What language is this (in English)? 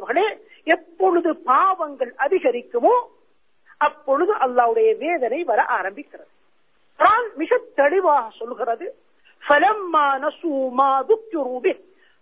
Tamil